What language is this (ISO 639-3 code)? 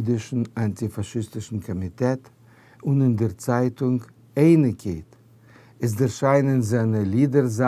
yid